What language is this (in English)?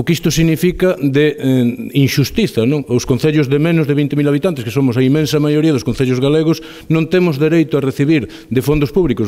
Galician